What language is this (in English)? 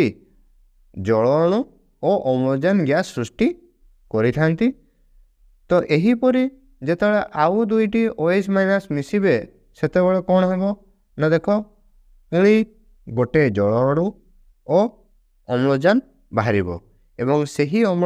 Odia